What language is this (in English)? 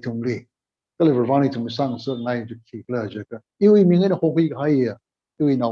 Tangkhul Naga (India)